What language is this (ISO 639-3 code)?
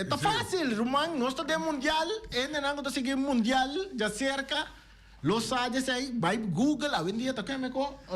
pap